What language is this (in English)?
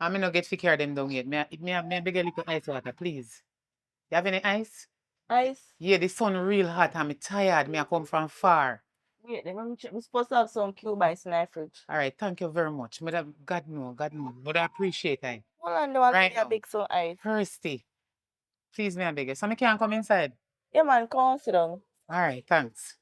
Jamaican Creole English